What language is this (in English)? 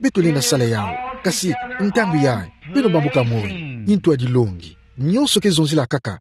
Kituba (Democratic Republic of Congo)